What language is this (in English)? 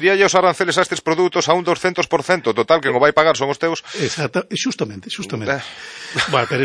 Galician